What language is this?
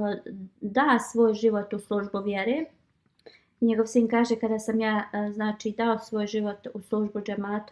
Bosnian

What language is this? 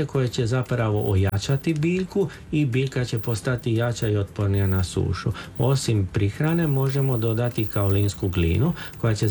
Croatian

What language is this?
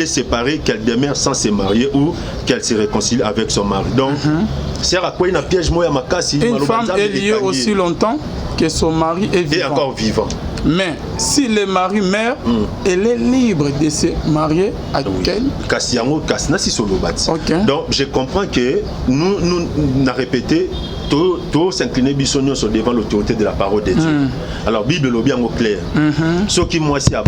Lingala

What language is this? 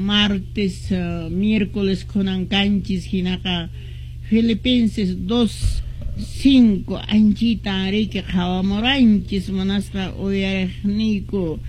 Quechua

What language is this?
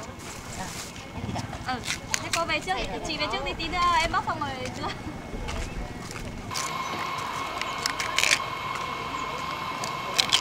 Vietnamese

